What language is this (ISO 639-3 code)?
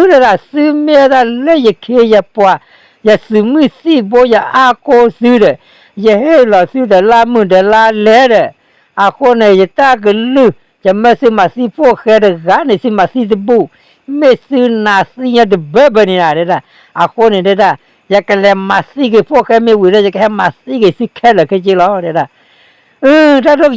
ksw